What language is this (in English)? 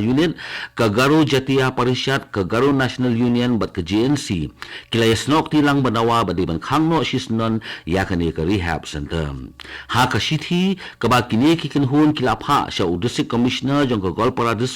Khasi